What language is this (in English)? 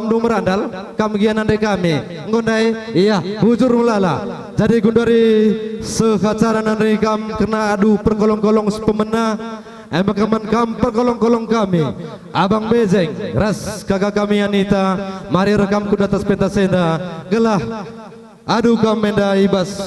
Batak Karo